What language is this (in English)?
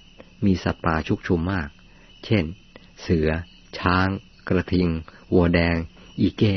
Thai